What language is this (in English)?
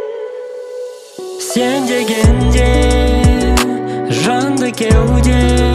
Kazakh